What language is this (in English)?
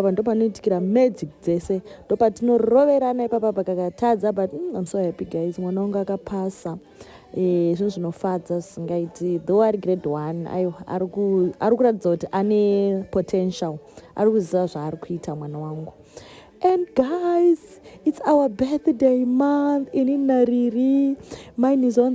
Shona